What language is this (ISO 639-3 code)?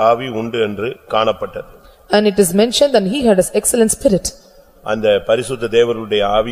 tam